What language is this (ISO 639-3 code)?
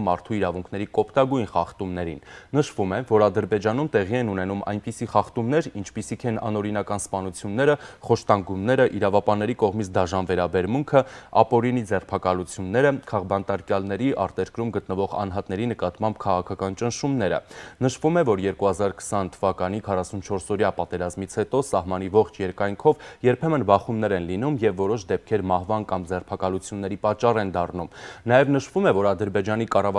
hye